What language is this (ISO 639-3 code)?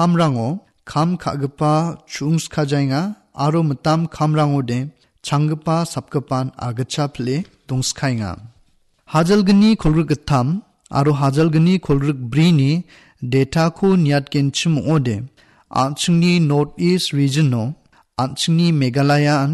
grt